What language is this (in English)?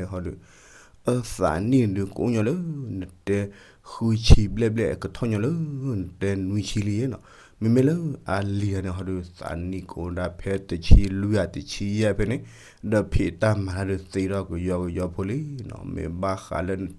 S'gaw Karen